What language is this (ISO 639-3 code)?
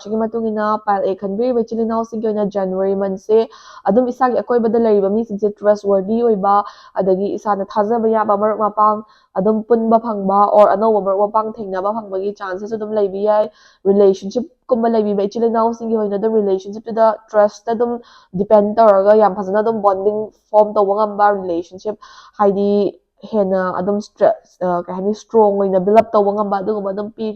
mni